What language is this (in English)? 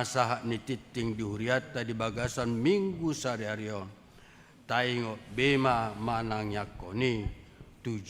Batak Toba